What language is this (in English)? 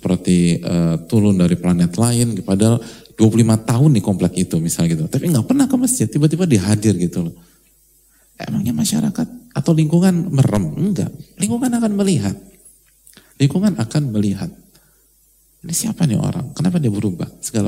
Indonesian